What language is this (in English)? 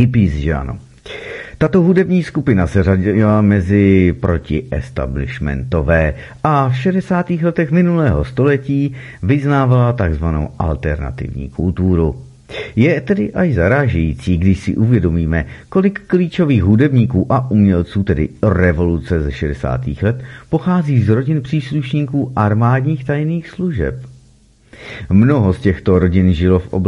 Czech